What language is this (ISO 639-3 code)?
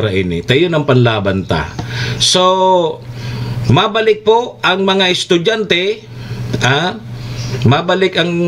bik